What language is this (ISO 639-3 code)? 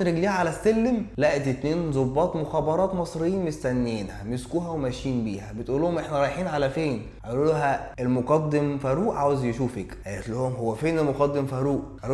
arz